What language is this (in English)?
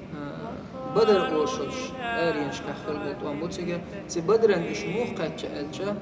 Chechen